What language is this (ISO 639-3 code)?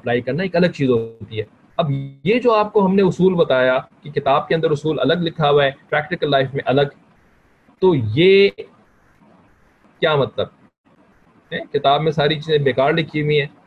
urd